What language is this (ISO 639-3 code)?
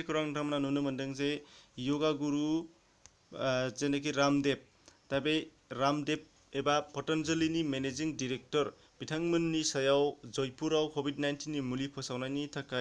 brx